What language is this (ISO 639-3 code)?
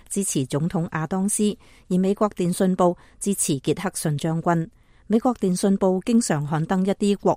yue